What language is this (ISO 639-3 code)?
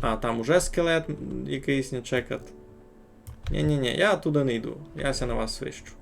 rue